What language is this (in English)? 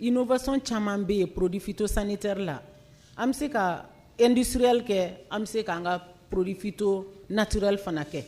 Bambara